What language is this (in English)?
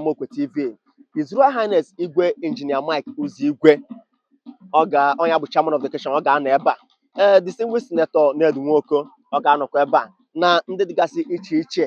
Igbo